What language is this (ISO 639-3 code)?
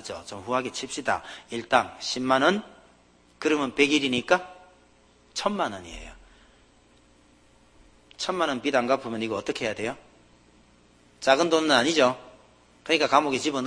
kor